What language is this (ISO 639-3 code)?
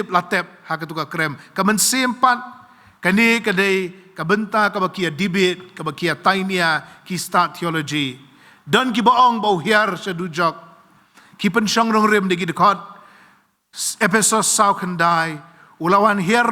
kha